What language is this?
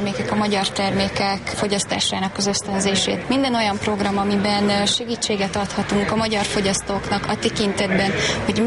Hungarian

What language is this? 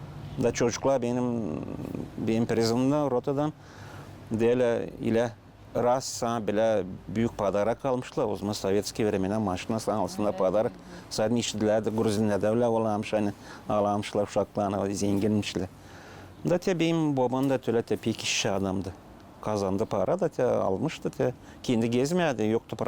Gagauz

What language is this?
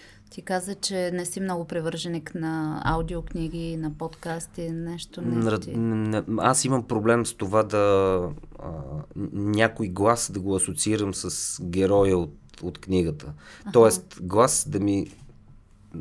Bulgarian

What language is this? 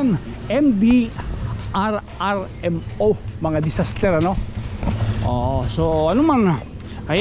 Waray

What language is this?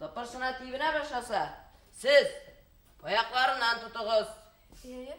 Bashkir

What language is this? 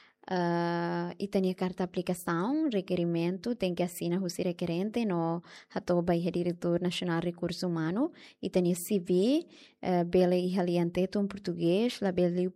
Tetum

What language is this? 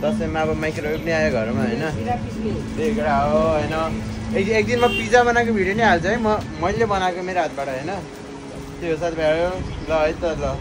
Nepali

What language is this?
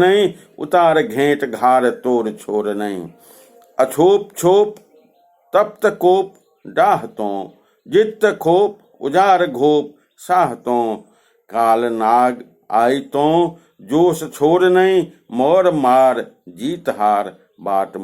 Maithili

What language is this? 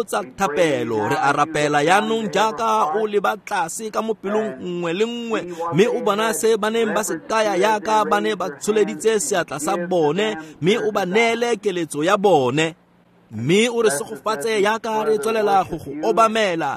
Tswana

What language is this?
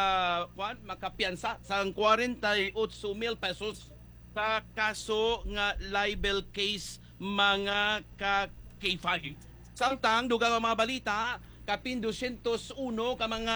Hiligaynon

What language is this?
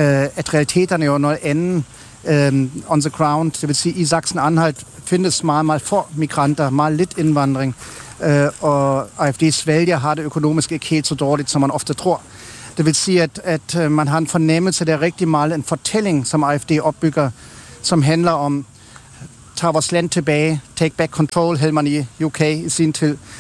Danish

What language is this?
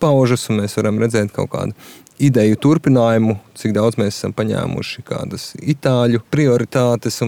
Latvian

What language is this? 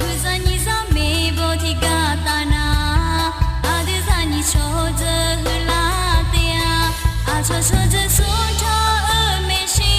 Akha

